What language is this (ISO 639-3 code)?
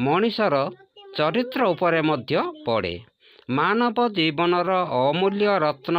ori